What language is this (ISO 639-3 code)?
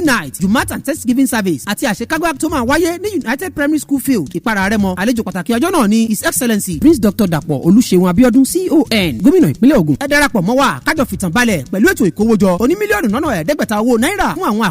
yor